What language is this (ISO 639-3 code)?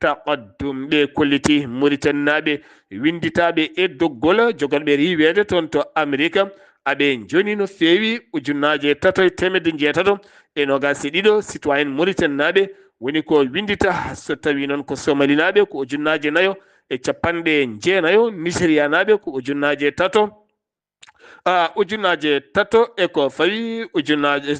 ful